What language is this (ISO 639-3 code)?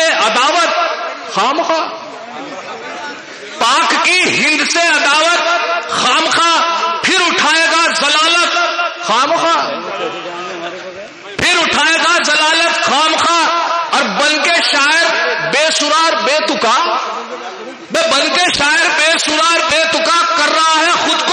urd